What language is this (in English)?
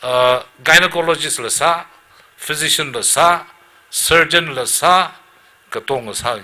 Tangkhul Naga (India)